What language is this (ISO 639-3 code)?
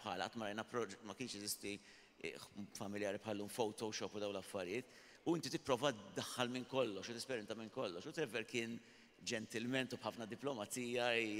mlt